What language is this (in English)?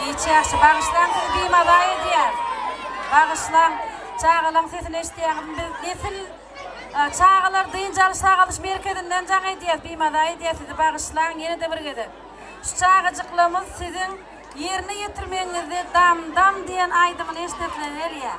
Turkmen